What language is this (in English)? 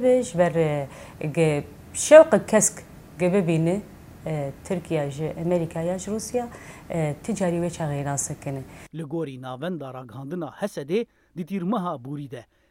Kurdish